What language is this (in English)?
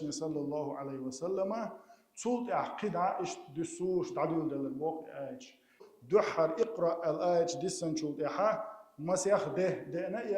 Chechen